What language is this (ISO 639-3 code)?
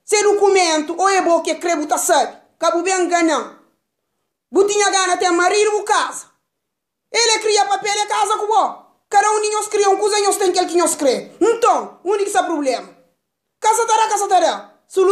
kea